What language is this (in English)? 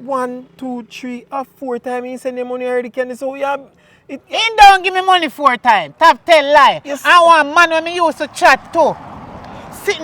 Jamaican Creole English